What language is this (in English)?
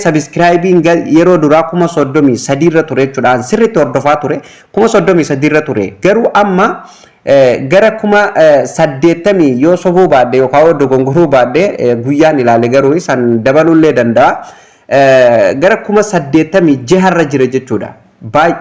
Oromo